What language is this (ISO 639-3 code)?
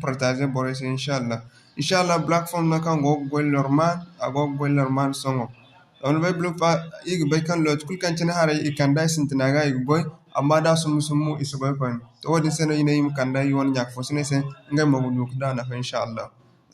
dje